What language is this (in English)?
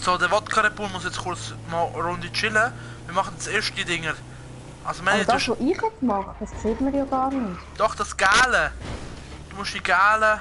Swiss German